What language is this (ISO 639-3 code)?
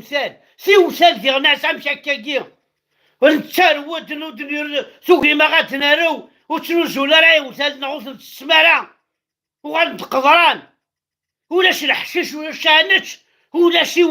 kab